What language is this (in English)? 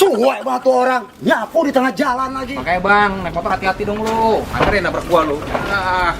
Betawi